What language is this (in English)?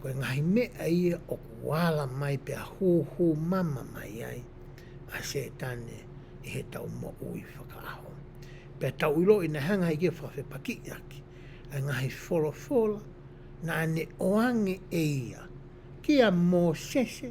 Tongan